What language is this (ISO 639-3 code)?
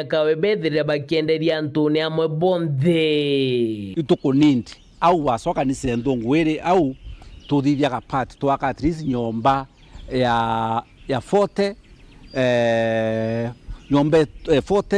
mer